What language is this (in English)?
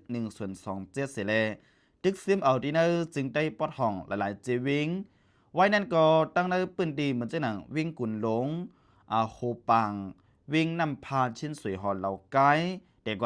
Shan